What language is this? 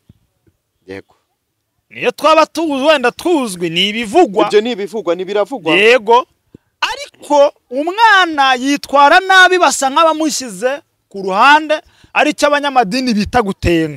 Kinyarwanda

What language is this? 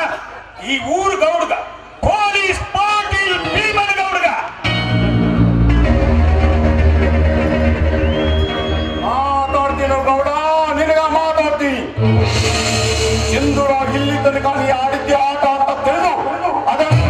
Kannada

